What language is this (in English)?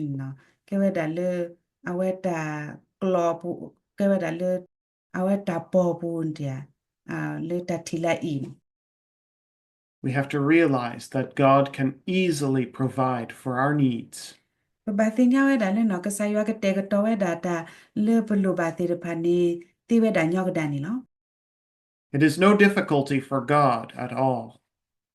S'gaw Karen